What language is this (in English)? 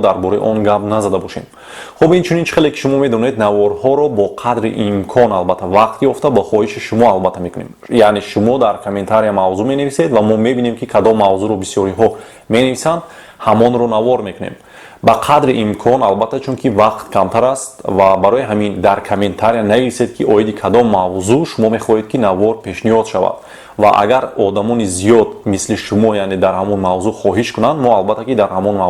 Tajik